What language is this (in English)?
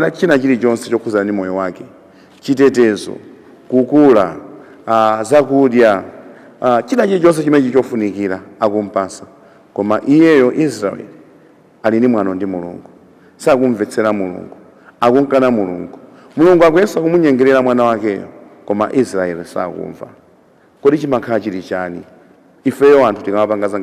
Nyanja